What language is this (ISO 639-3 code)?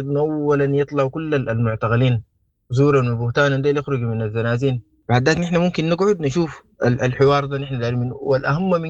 apd